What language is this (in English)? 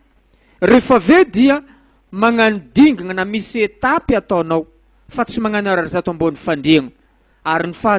Malagasy